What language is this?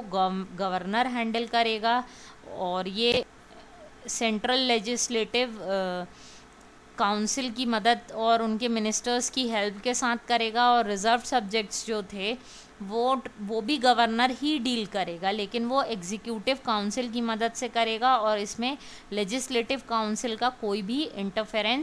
Hindi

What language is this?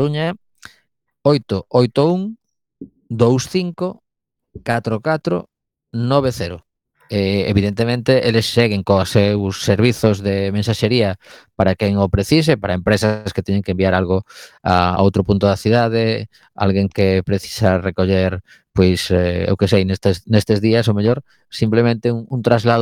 Galician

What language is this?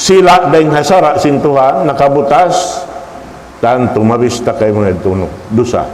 Tausug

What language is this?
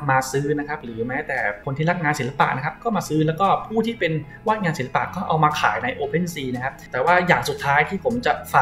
Thai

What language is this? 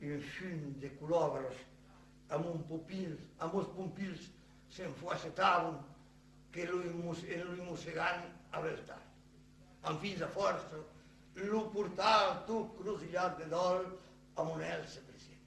Occitan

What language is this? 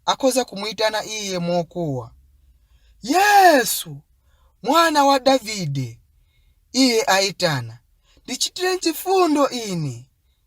Nyanja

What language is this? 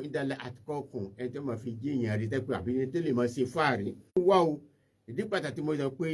Yoruba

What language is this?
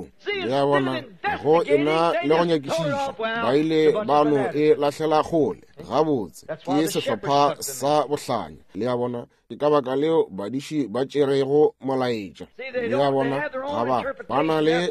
Northern Sotho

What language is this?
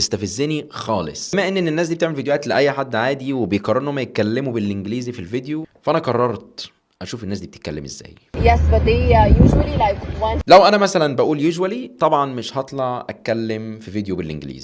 Egyptian Arabic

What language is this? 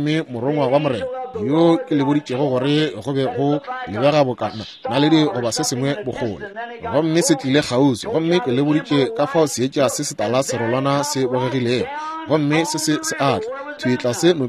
Northern Sotho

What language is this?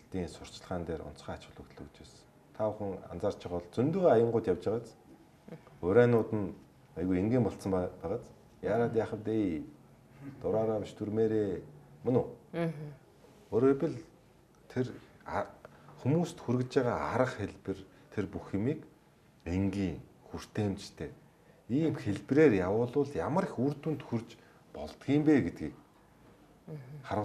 Mongolian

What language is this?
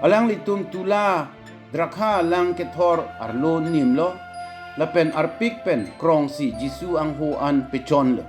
Karbi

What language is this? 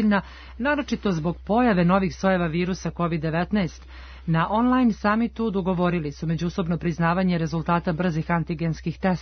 Serbian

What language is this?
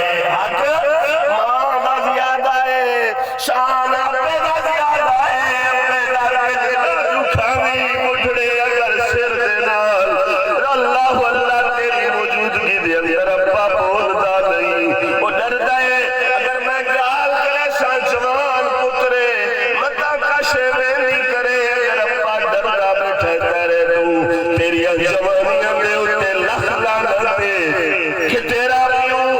Saraiki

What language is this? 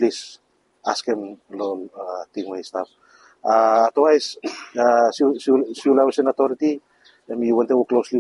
Bislama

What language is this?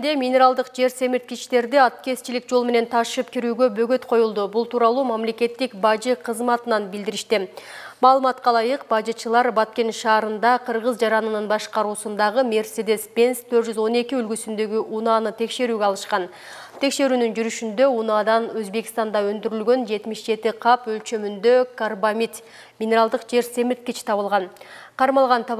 Kyrgyz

